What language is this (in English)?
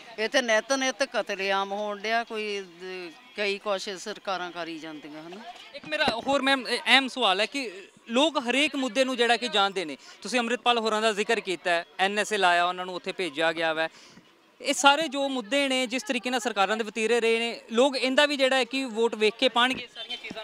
Punjabi